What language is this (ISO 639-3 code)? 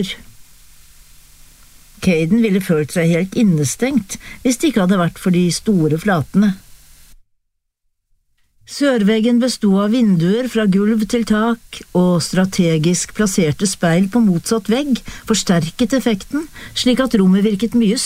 nor